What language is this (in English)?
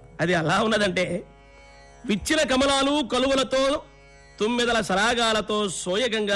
Telugu